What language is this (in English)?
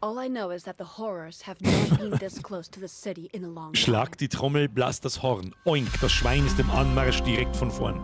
Bavarian